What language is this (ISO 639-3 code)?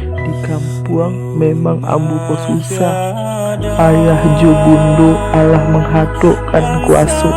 min